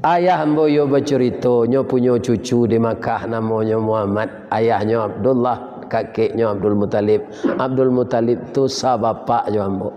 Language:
Minangkabau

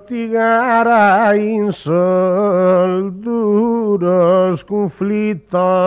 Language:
Sardinian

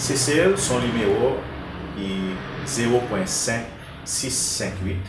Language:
Seselwa Creole French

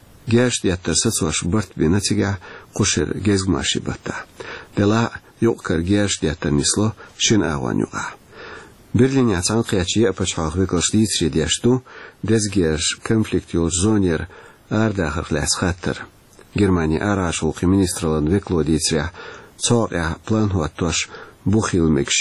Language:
Chechen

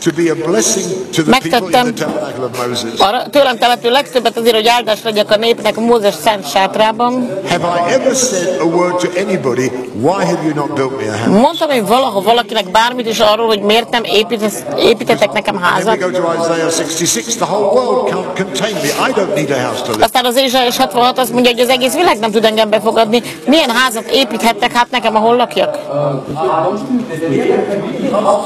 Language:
Hungarian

